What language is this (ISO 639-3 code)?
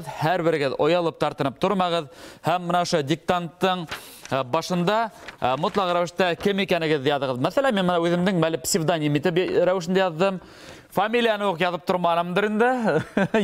bak